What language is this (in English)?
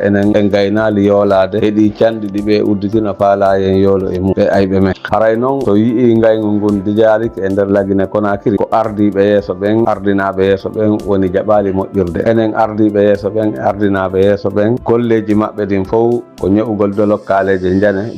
Fula